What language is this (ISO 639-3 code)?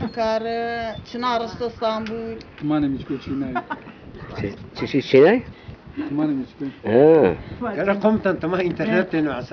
zza